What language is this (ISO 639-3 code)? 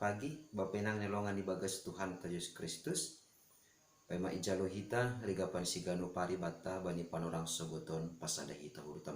bts